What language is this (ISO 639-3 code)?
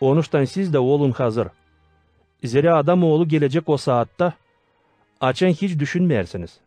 gag